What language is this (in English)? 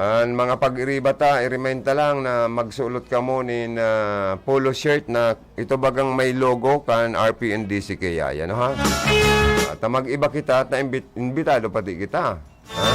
Bikol